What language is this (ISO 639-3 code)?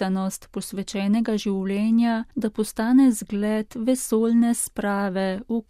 slv